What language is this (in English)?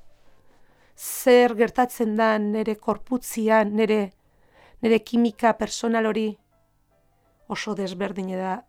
Basque